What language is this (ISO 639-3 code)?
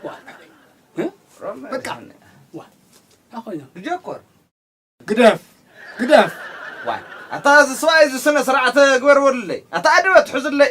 tir